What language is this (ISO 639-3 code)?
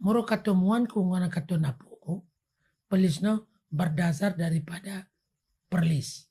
ace